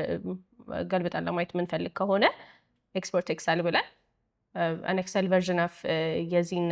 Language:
Amharic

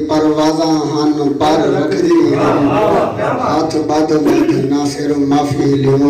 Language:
Saraiki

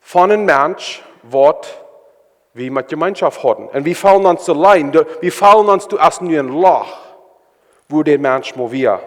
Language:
Plautdietsch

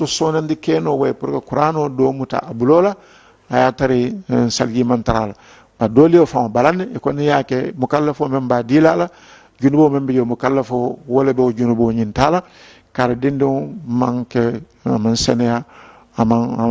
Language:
Mandingo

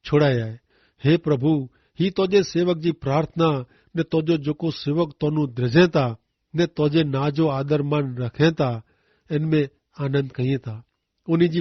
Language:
Kachhi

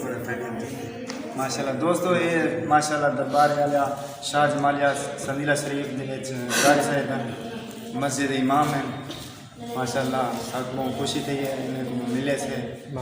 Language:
Saraiki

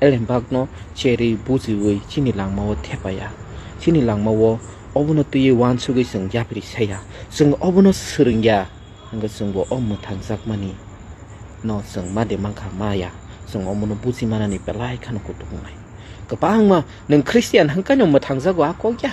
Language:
Kok Borok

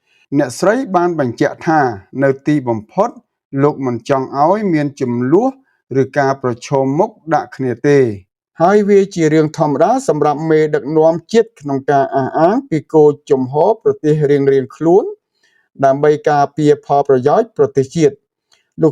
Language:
Khmer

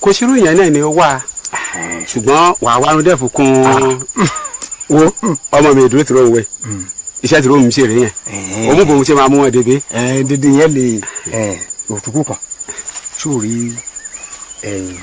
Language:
Yoruba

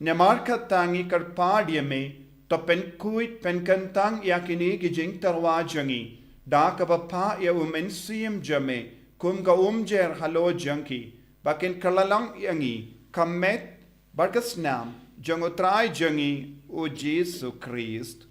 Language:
Khasi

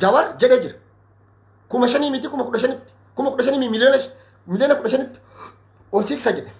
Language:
Oromo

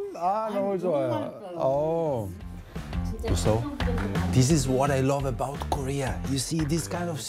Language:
Korean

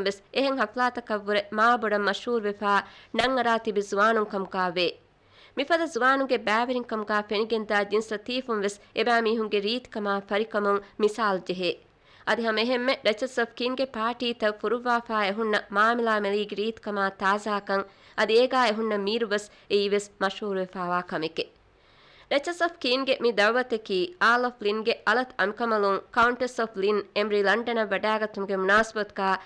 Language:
Divehi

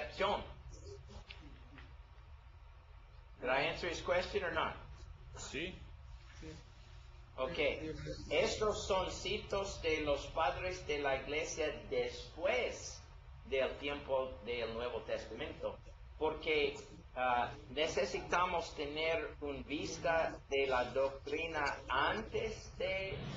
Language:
Spanish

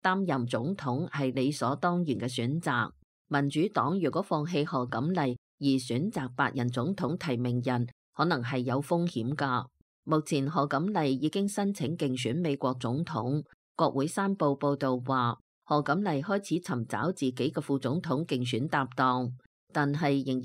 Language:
Cantonese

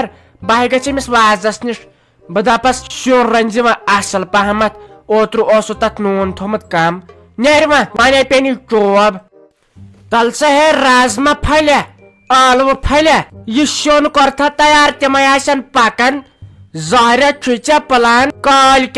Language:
Kashmiri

